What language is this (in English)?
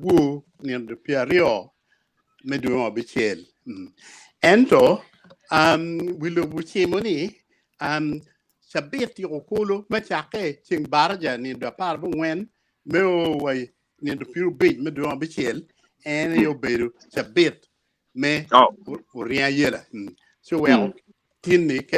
Acoli